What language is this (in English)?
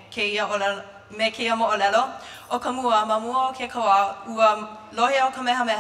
Hawaiian